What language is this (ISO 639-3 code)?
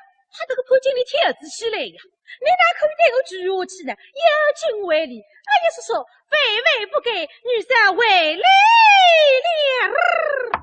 wuu